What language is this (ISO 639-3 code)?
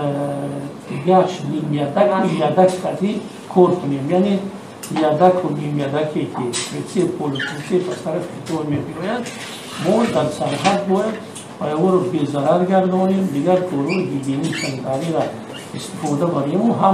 tgk